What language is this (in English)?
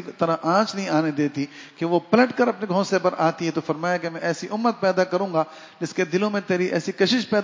Urdu